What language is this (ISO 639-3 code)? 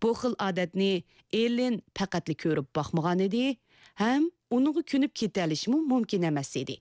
uig